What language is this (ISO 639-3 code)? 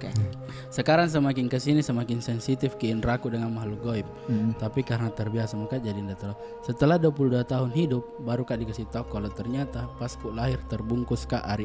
mfp